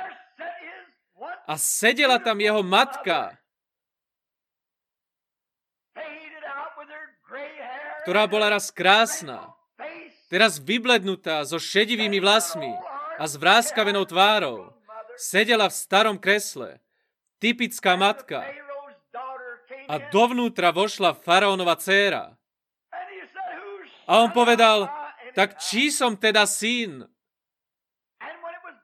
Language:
Slovak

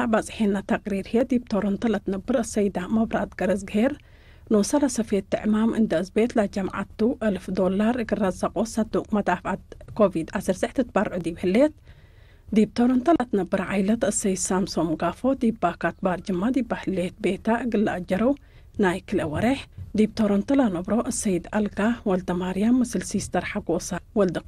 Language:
Tigre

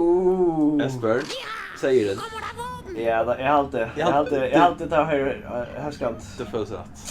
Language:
Faroese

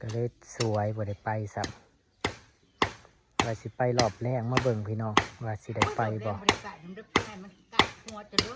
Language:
Northeastern Thai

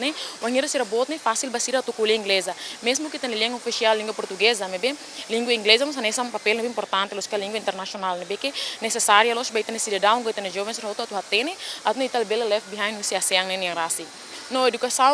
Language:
Tetum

